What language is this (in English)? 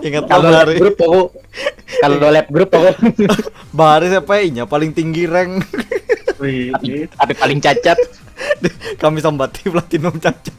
Banjar